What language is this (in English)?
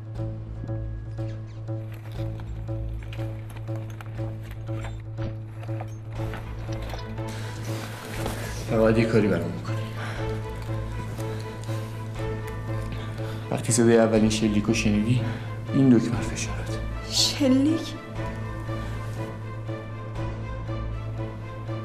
Persian